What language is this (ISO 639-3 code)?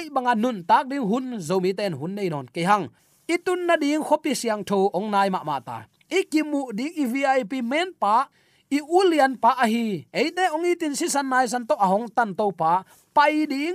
ctd